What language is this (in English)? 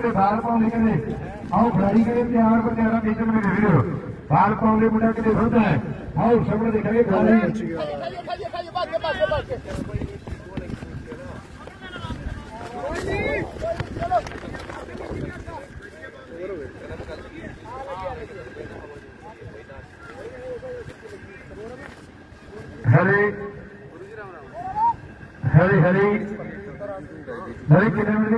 Punjabi